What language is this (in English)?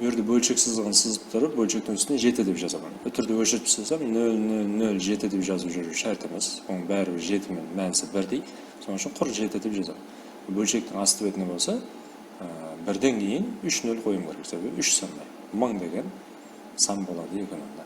Kara-Kalpak